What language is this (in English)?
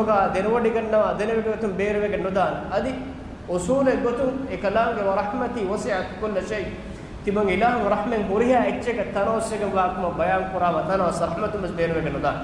Divehi